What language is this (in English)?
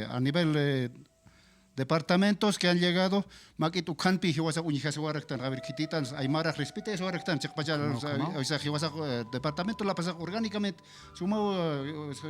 Aymara